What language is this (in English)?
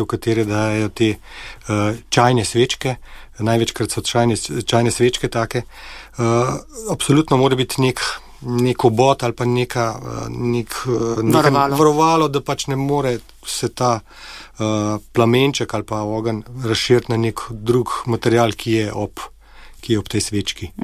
Slovenian